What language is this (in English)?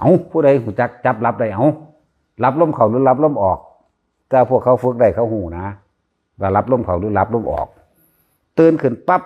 Northeastern Thai